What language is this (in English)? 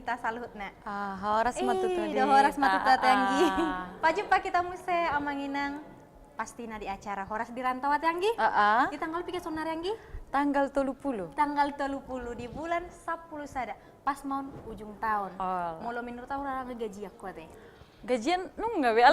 Batak Toba